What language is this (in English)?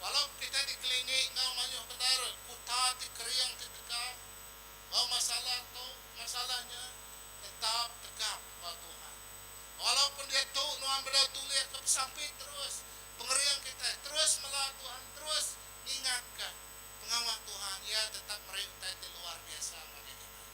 Iban